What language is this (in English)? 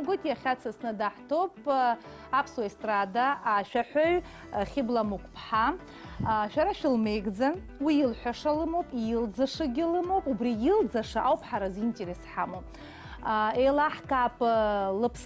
Abkhazian